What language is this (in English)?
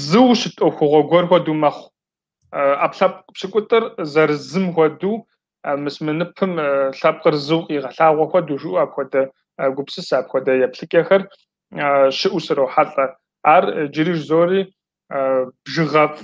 Kabardian